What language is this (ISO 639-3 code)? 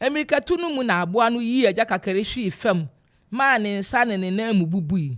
aka